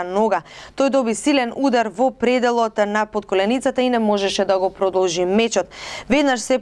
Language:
Macedonian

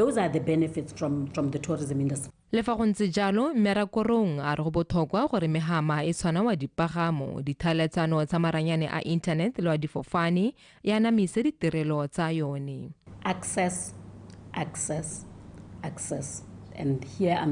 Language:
Tswana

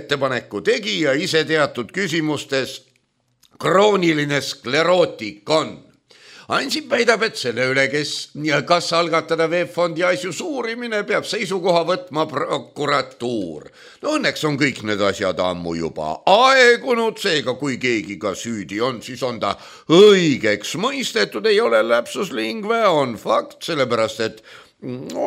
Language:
Estonian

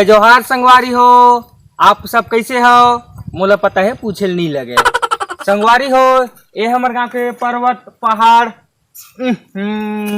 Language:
Chhattisgarhi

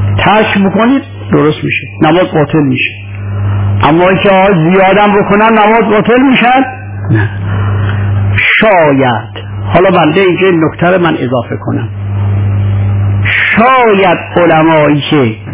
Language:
Persian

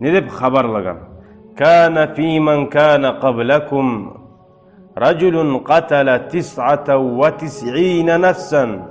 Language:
Kumyk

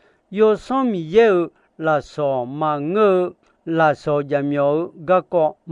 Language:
Akha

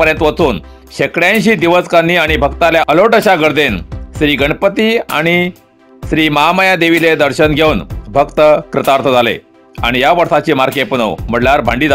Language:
Konkani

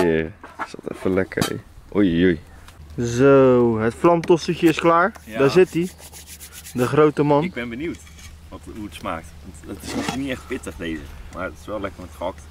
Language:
Dutch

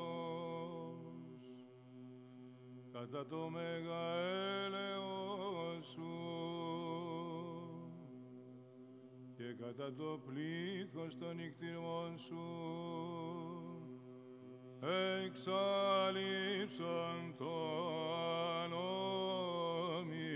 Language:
Greek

